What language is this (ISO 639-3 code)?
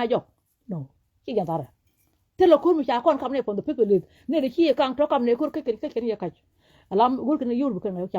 nus